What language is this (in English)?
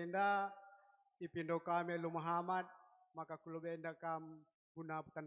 Batak Karo